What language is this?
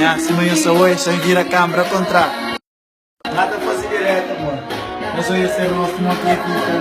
Kabuverdianu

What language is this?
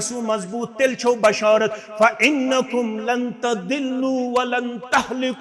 Kashmiri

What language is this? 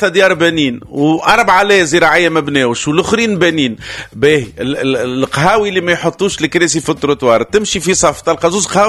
Tunisian Arabic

